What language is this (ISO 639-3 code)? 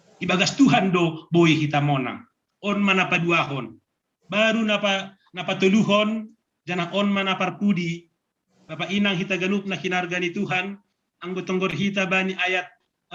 bts